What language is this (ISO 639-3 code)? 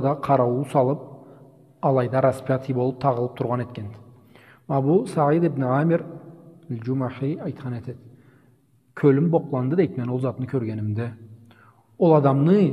krc